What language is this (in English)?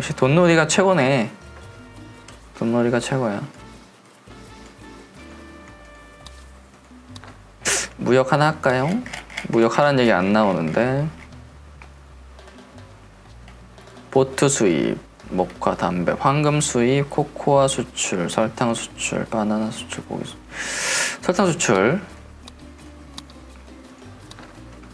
Korean